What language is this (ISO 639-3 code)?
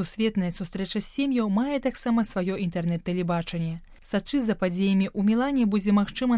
bel